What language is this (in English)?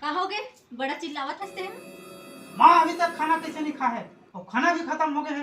Chhattisgarhi